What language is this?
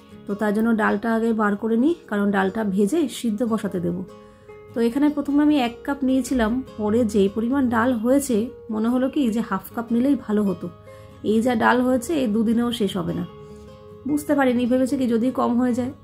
Bangla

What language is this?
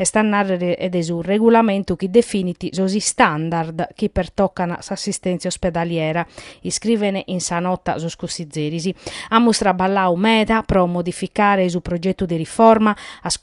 Sardinian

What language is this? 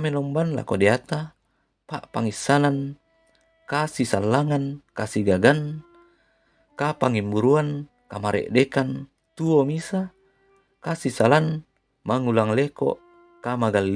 Toraja-Sa'dan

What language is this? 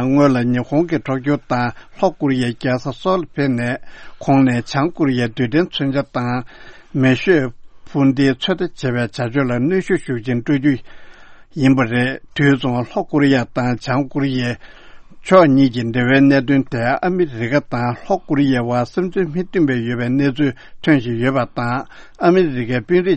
Tibetan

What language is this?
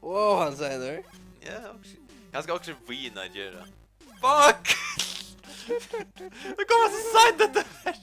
Faroese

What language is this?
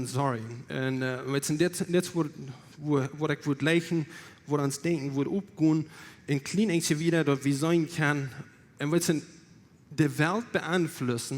Plautdietsch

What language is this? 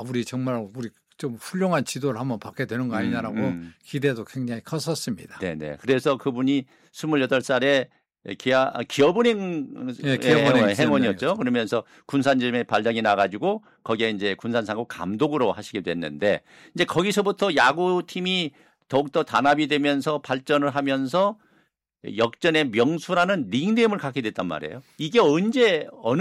Korean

